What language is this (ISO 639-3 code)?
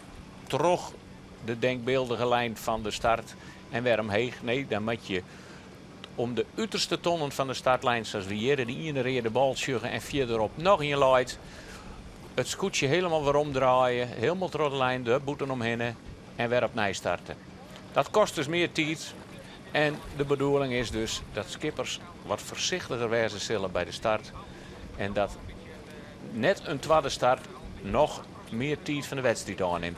fry